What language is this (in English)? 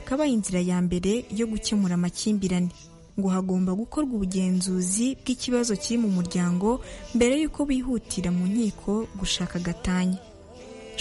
Kinyarwanda